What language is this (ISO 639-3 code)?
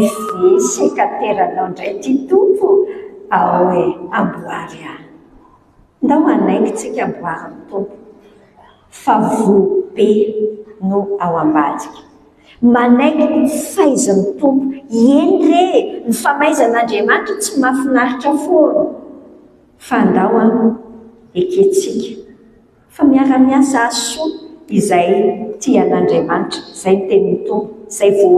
mlg